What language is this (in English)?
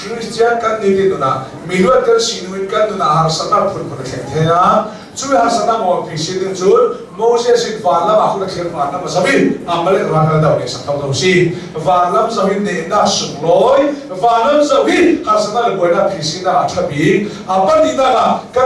Hakha Chin